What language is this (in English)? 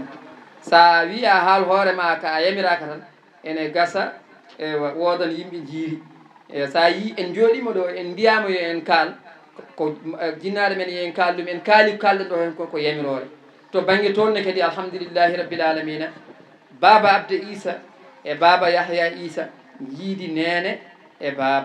Fula